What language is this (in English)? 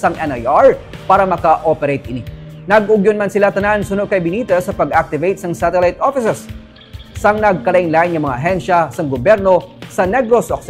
Hiligaynon